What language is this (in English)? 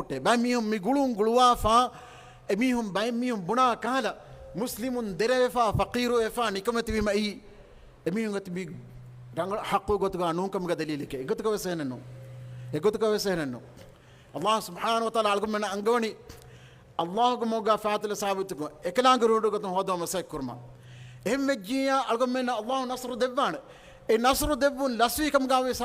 Divehi